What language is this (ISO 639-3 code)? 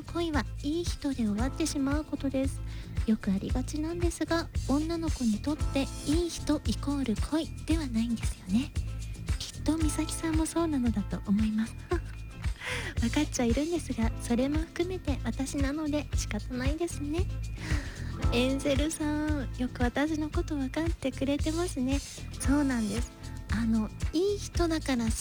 jpn